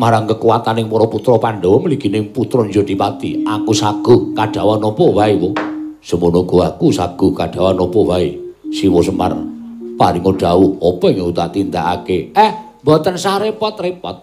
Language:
Javanese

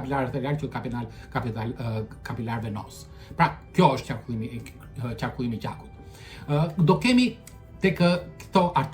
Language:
Albanian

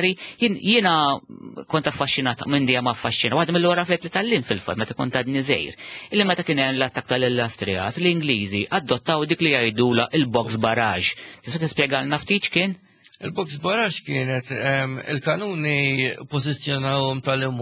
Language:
Maltese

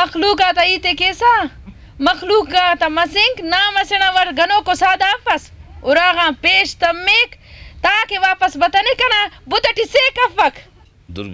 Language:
Brahui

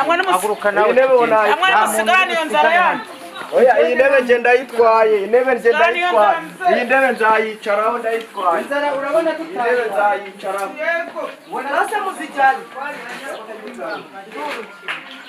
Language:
Kinyarwanda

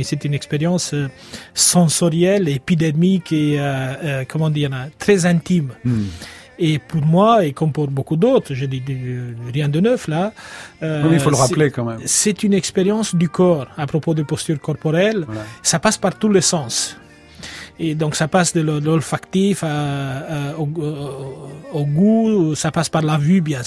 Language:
French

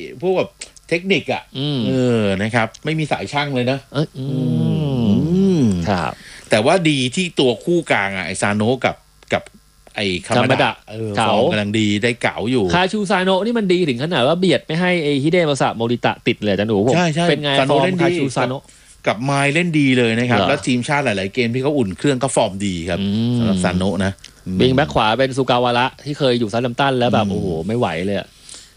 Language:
Thai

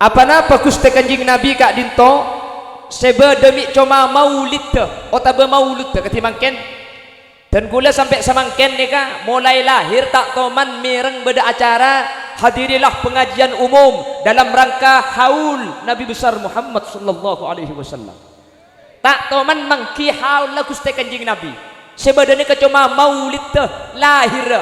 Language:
Madurese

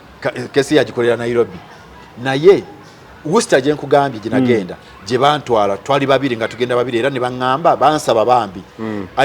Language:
Ganda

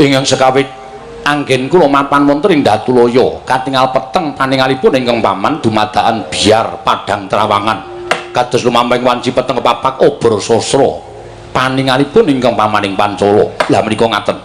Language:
Javanese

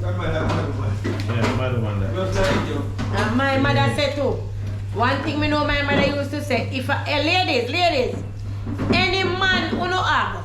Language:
Jamaican Creole English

